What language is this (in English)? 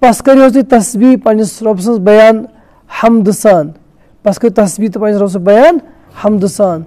Kashmiri